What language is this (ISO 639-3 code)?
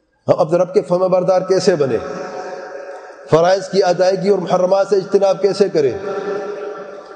urd